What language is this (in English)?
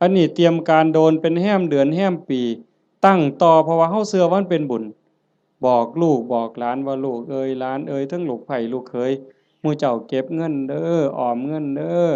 Northeastern Thai